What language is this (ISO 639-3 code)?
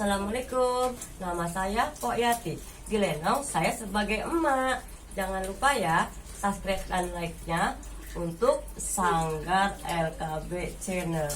bew